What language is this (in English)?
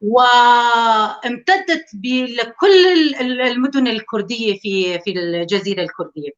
North Levantine Arabic